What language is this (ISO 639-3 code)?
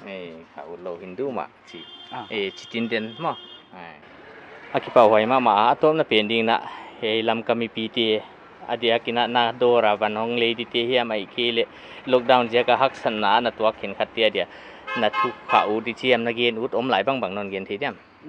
pck